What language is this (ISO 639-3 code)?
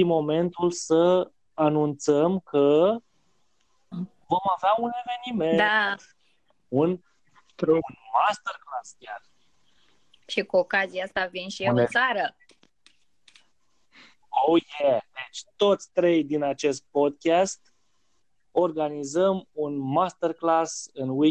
ron